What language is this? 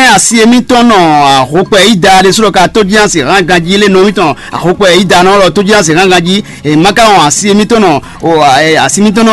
Fon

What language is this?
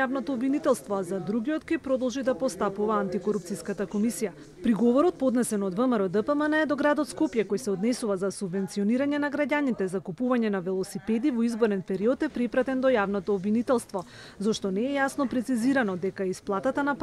Macedonian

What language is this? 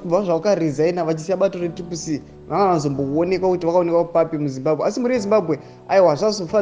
Shona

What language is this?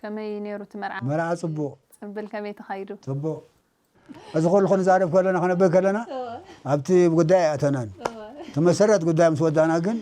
Tigrinya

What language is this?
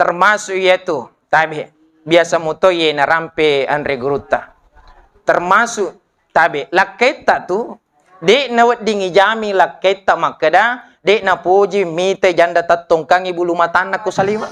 Buginese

